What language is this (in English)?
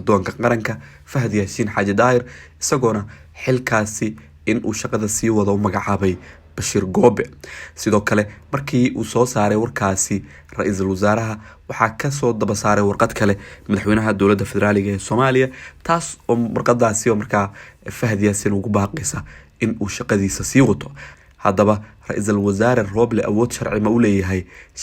Somali